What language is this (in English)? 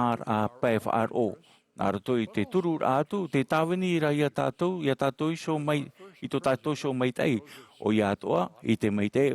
Tahitian